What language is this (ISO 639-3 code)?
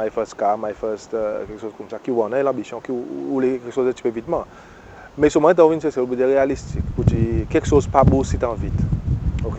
crs